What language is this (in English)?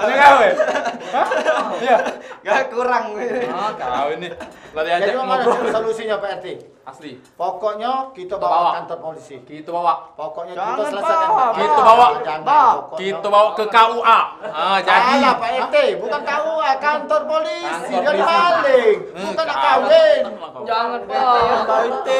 Musi